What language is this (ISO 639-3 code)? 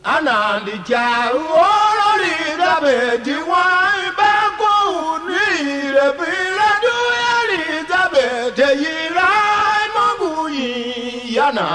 tiv